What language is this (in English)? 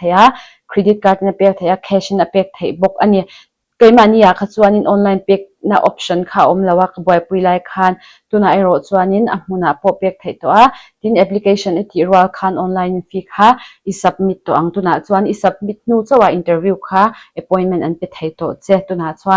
Mizo